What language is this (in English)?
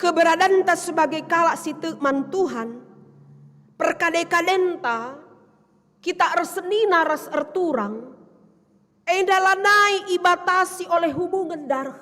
Batak Karo